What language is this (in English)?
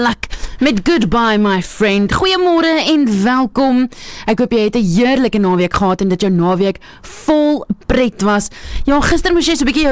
Afrikaans